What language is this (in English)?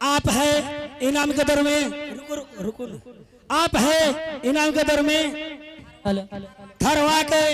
Angika